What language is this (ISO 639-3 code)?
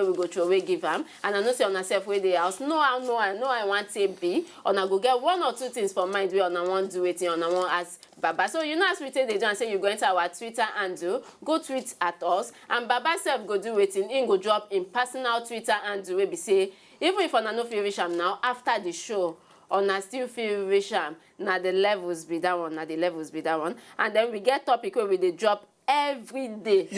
pcm